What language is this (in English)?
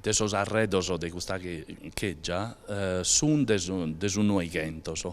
Sardinian